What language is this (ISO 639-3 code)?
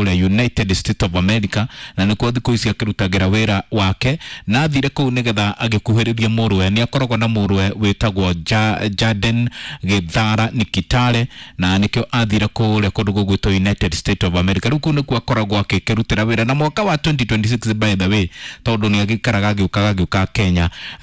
kik